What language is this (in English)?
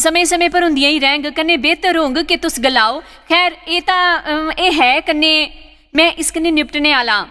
Dogri